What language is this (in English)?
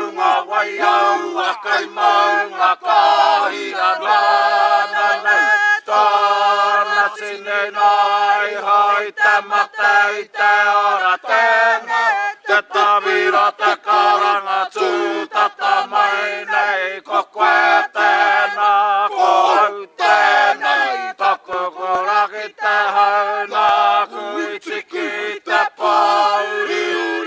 Māori